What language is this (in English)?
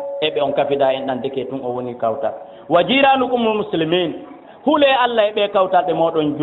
Fula